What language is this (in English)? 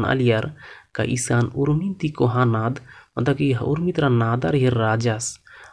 Kurukh